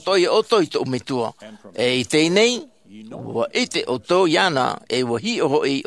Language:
Tahitian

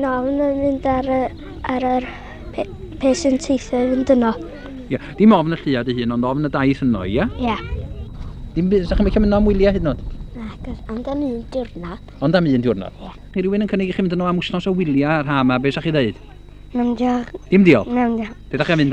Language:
Welsh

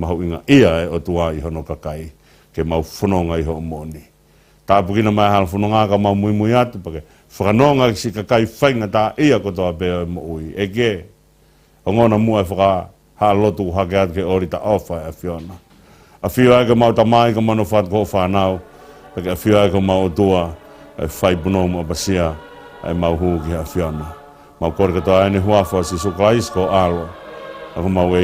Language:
Tongan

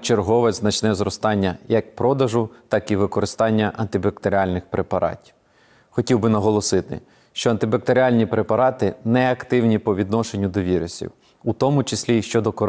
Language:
Ukrainian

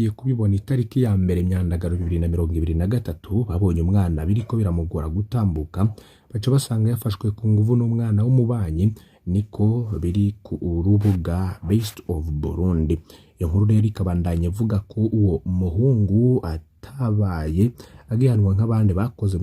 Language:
Rundi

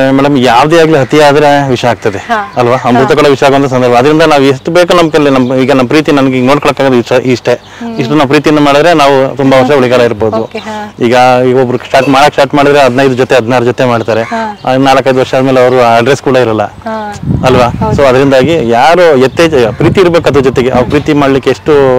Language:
Kannada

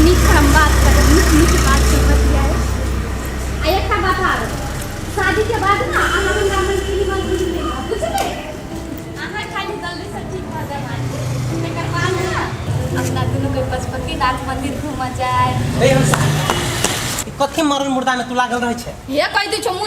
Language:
Maithili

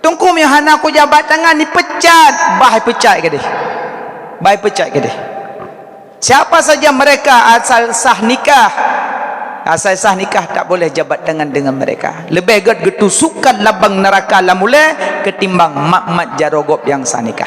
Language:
Achinese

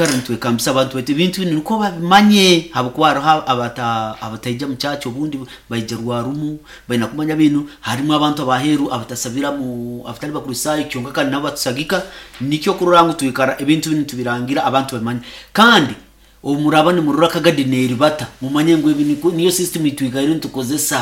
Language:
Nyoro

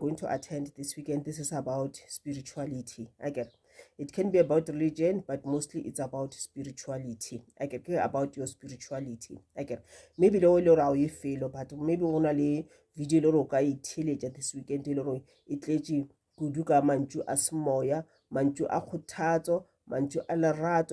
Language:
Northern Sotho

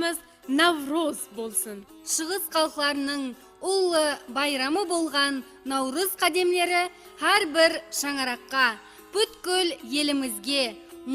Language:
Kara-Kalpak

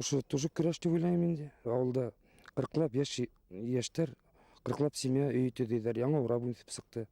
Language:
Bashkir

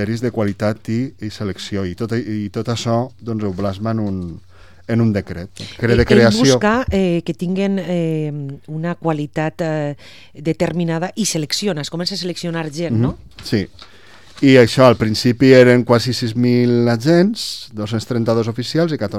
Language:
Catalan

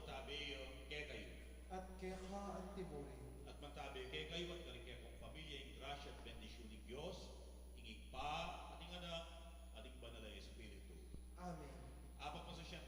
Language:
Pampanga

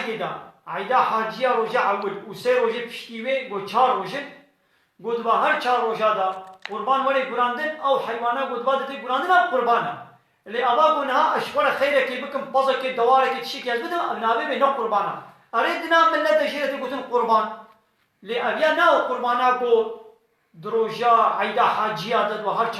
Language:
Kurdish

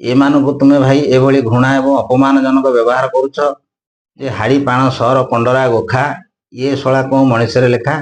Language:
Odia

